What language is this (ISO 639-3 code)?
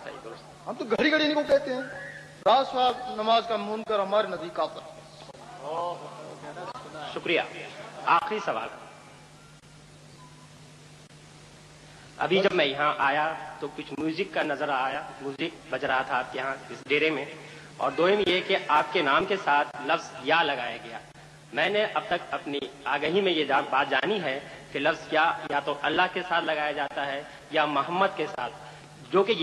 urd